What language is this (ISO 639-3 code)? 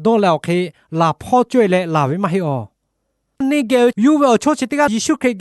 lhu